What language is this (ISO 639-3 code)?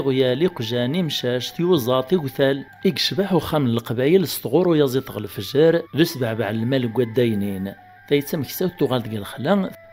kab